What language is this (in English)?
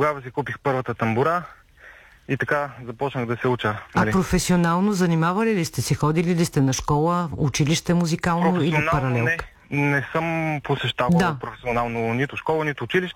Bulgarian